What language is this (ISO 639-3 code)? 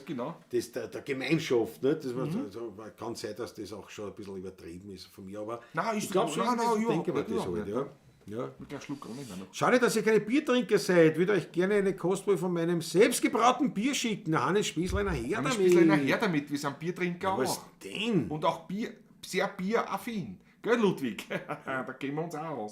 bar